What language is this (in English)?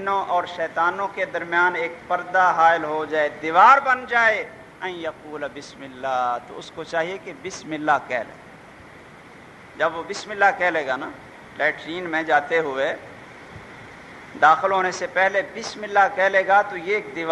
Urdu